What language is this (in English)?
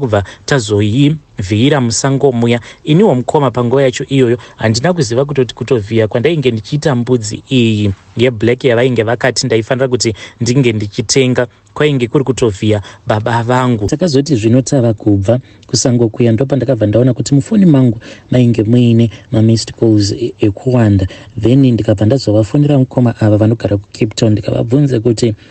Shona